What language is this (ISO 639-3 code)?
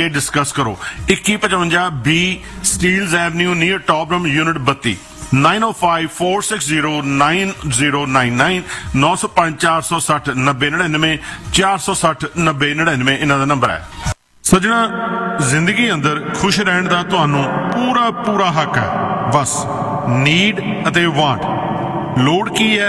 pan